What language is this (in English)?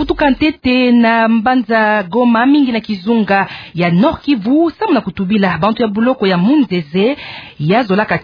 Kituba (Democratic Republic of Congo)